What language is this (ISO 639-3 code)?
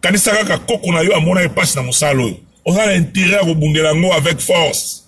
lin